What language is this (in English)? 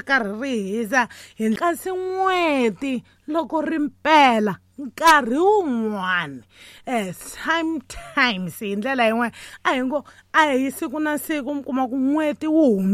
Tsonga